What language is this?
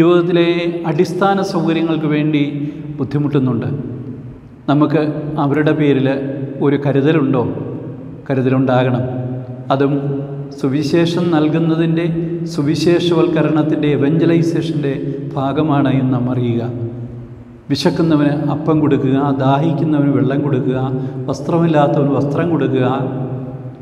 Malayalam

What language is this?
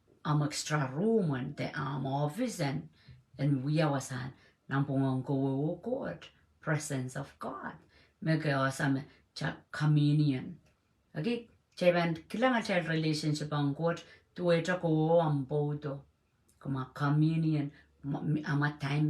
Pohnpeian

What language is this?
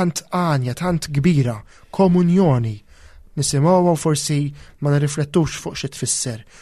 Maltese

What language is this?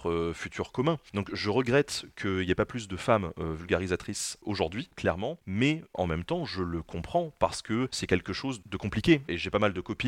French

